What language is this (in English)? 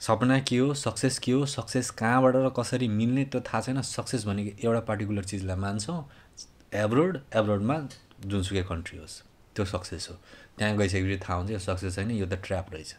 Nepali